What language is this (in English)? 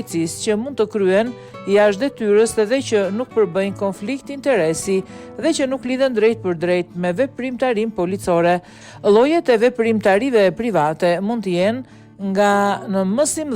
Albanian